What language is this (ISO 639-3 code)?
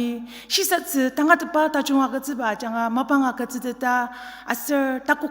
njo